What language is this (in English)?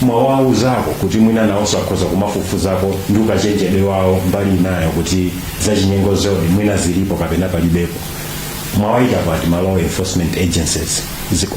Nyanja